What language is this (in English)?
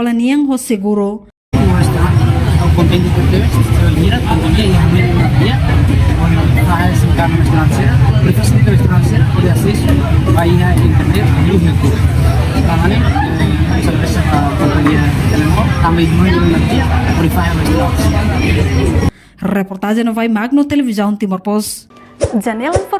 Tetum